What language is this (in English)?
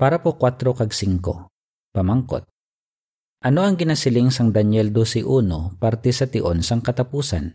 Hiligaynon